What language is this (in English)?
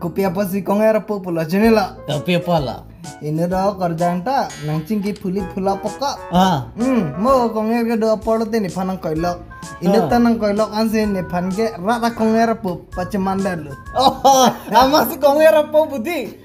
Karbi